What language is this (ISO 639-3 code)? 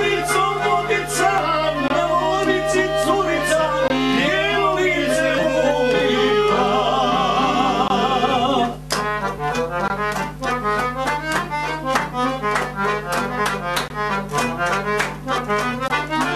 hrv